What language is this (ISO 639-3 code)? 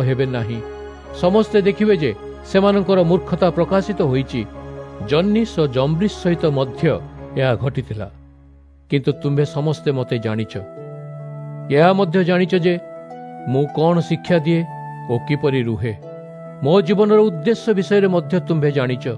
ori